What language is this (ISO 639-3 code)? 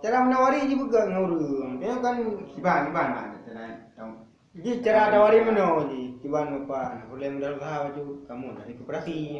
ace